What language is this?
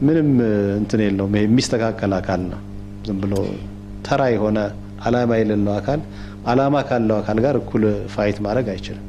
Amharic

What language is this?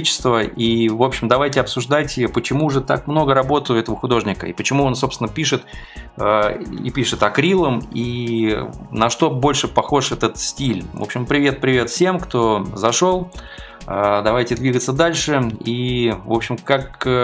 Russian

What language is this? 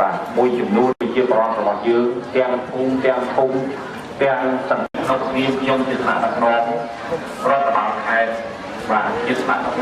Khmer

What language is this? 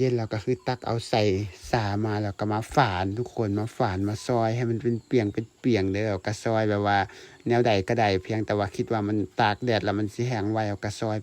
Lao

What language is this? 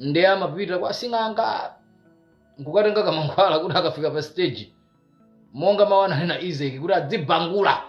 Nyanja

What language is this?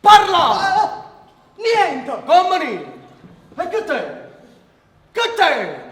Neapolitan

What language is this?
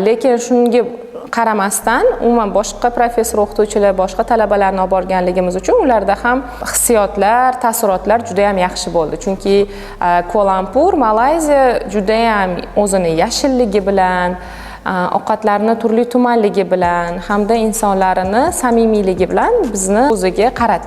Uzbek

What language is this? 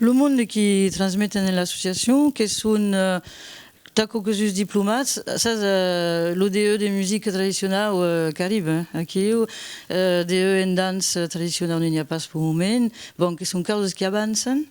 Occitan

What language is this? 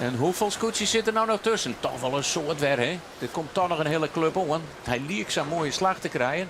Western Frisian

